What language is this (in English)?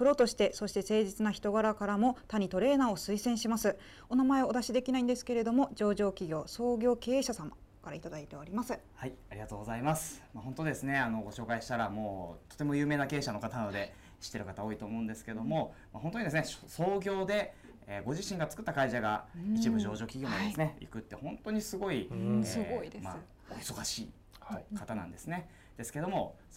Japanese